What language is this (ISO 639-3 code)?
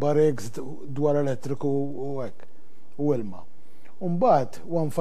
mlt